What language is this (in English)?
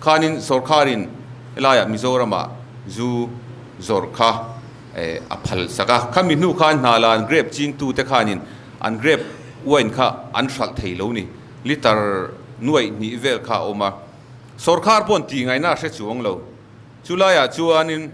Mizo